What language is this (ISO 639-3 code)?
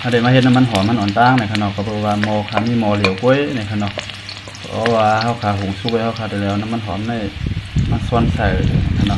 shn